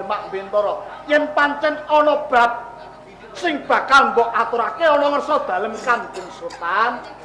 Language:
Javanese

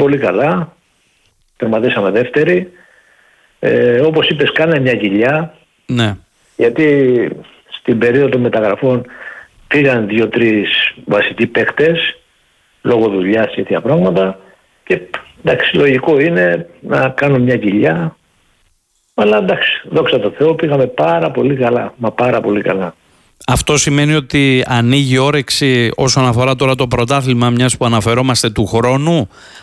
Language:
Greek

